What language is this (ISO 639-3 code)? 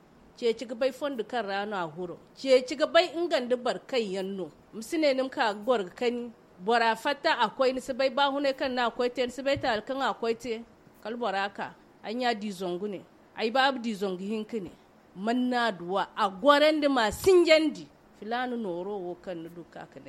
dje